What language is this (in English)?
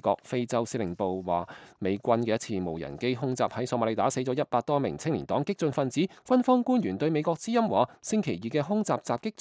Cantonese